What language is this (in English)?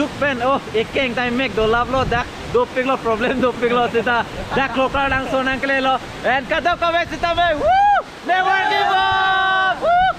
Karbi